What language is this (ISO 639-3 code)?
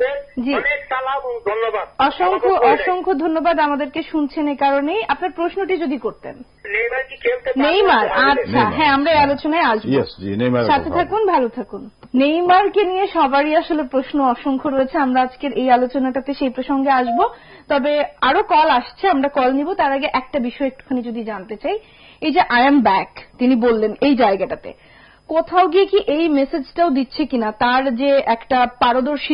ben